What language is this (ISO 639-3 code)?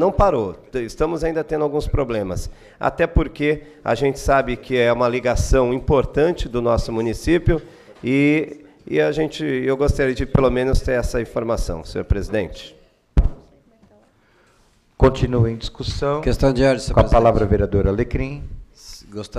por